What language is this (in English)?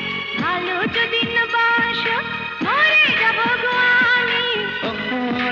Bangla